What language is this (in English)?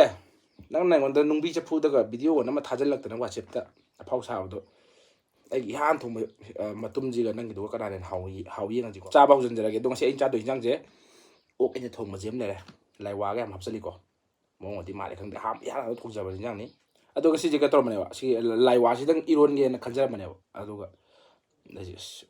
Manipuri